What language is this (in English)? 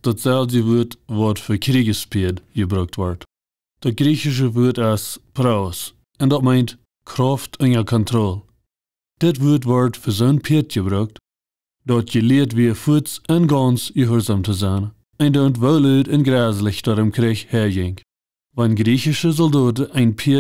Plautdietsch